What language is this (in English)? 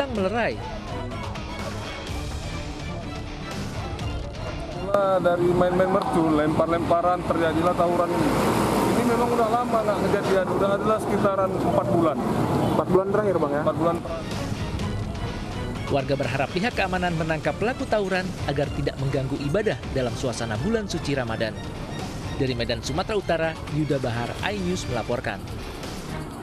Indonesian